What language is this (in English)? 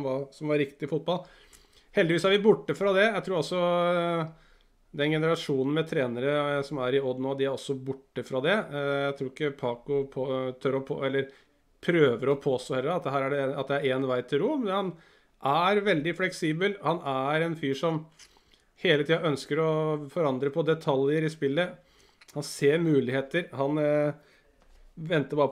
Norwegian